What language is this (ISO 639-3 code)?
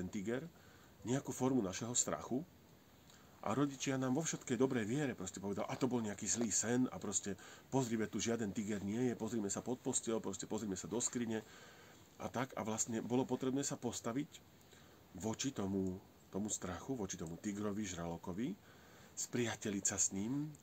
slk